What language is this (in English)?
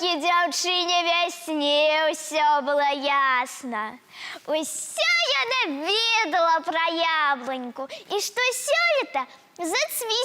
Belarusian